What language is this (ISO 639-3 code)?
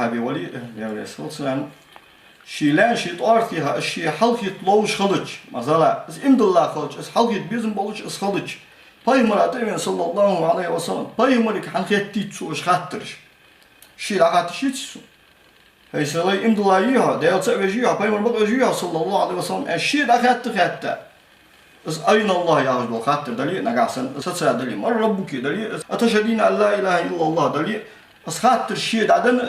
inh